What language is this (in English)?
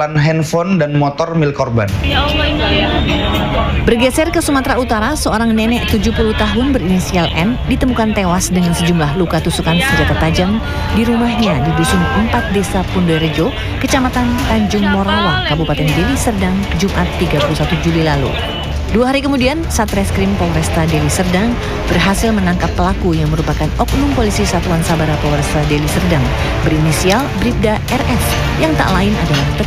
Indonesian